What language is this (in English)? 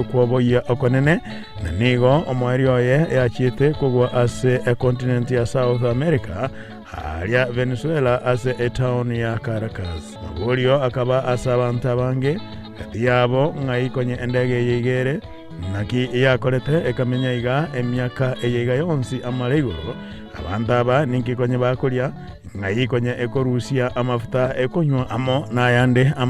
Gusii